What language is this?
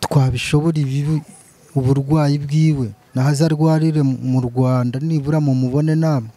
Kinyarwanda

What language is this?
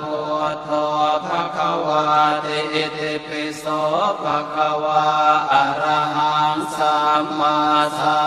Pali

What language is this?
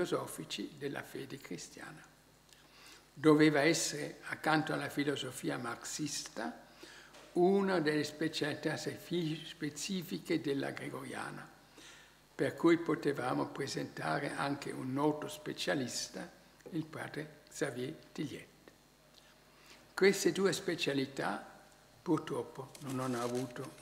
Italian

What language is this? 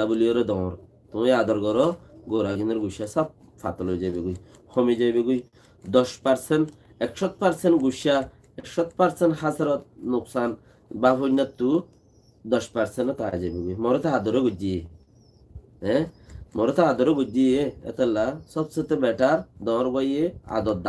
Rohingya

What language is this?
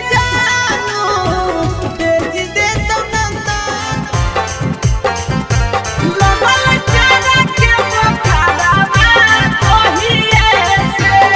Bhojpuri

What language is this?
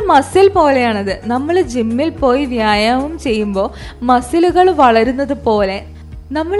Malayalam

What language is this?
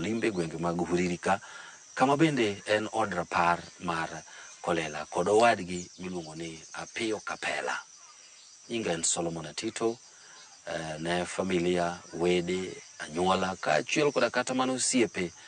Luo (Kenya and Tanzania)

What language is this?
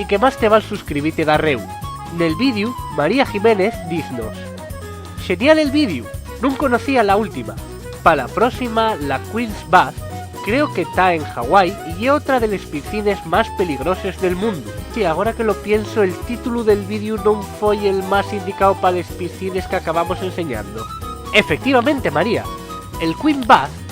Asturian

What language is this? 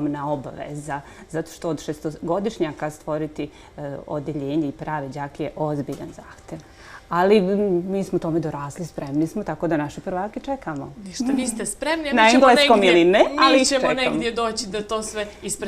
Bosnian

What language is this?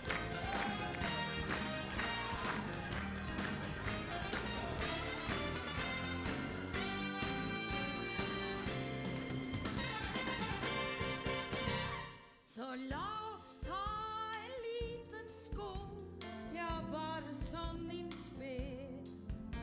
Norwegian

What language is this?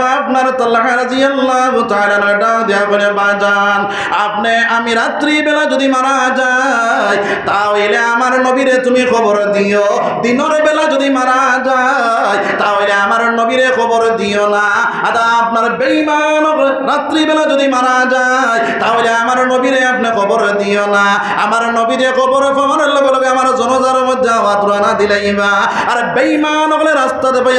Sylheti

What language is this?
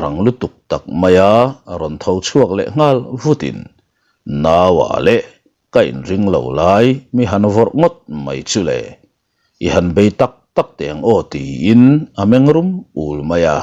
Mizo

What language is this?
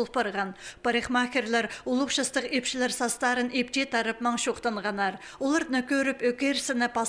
Khakas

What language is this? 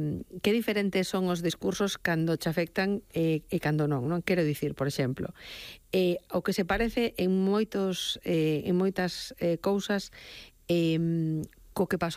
Galician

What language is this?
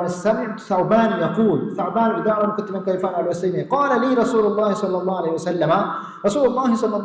Divehi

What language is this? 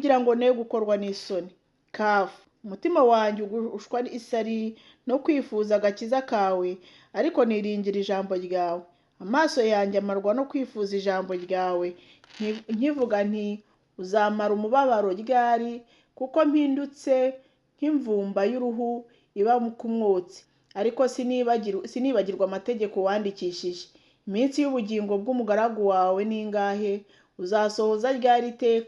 Kinyarwanda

